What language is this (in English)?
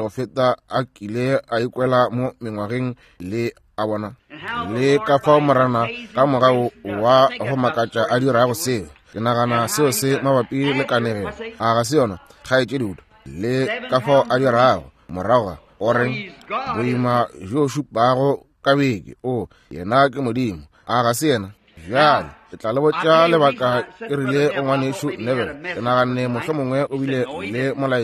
Northern Sotho